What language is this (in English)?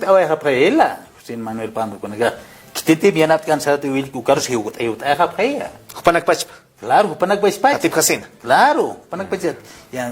Aymara